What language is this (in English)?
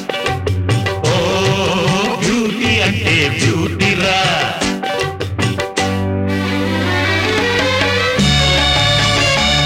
Telugu